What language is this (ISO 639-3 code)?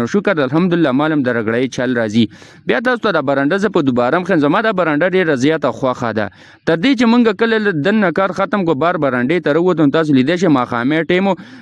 pus